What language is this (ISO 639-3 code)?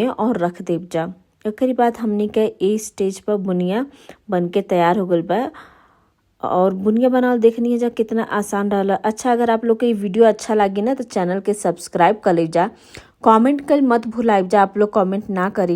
bho